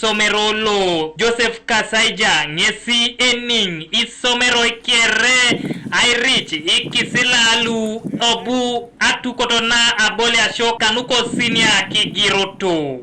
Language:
Teso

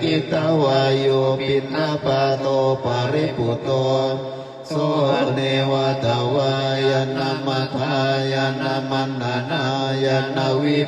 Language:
Pali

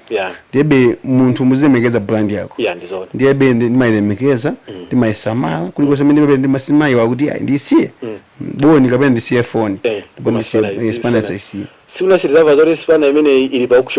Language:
Nyanja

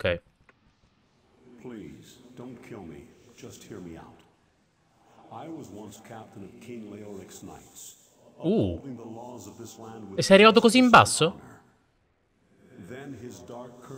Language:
Italian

